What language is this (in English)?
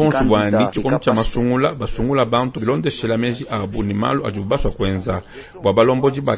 Luba-Lulua